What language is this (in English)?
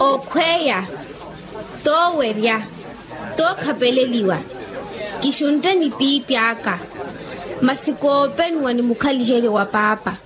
Makhuwa